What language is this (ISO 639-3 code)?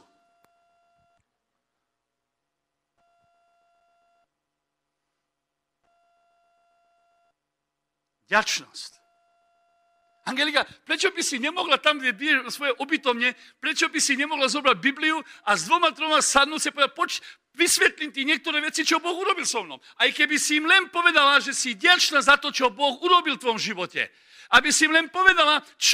slk